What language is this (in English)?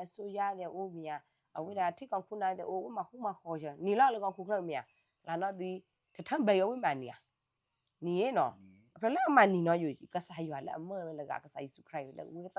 S'gaw Karen